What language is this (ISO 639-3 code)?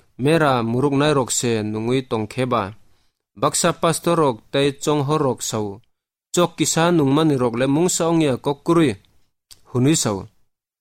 trp